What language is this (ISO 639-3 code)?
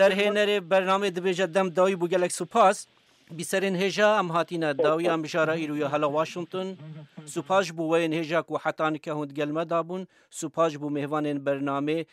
kur